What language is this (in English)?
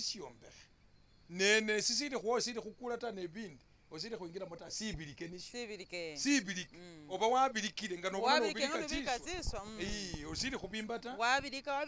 Masaaba